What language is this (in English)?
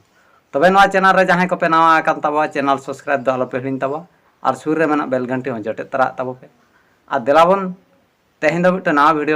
Santali